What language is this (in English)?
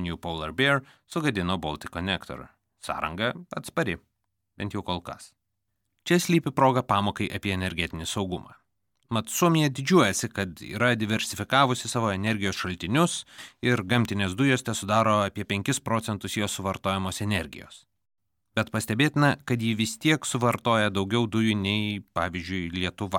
Lithuanian